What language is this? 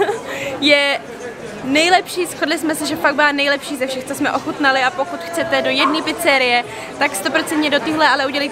Czech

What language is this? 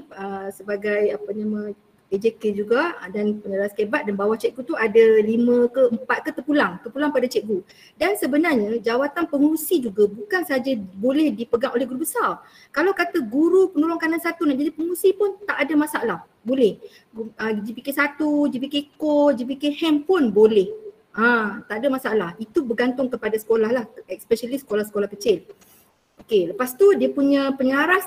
Malay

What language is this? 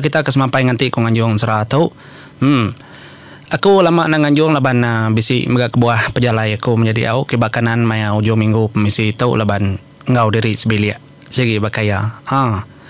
Iban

